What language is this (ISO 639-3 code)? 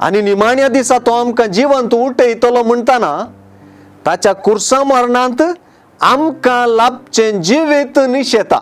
kok